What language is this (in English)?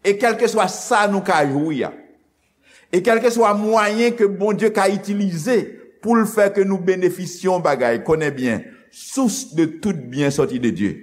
Haitian Creole